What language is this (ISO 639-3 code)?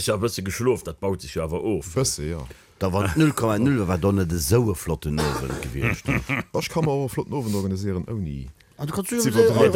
ltz